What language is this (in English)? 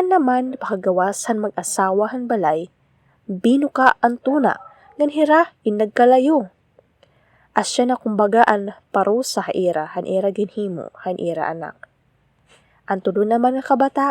Waray